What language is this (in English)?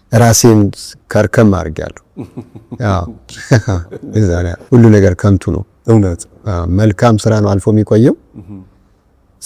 Amharic